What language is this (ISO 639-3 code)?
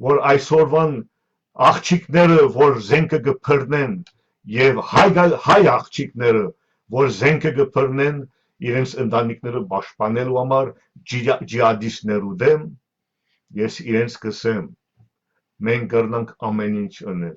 hyw